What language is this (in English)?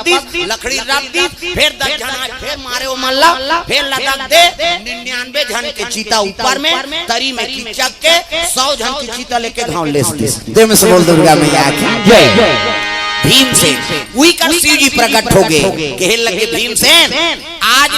Chhattisgarhi